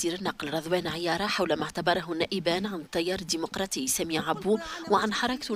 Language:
Tunisian Arabic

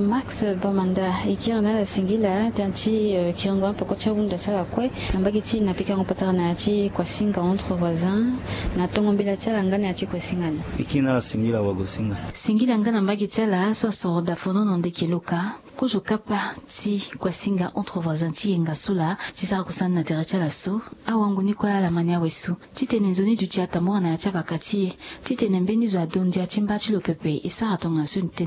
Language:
Sango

